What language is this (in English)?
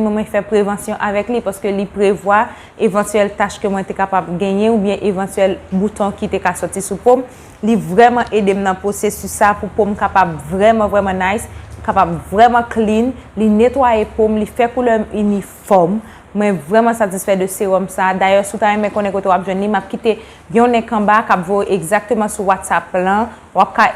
Haitian Creole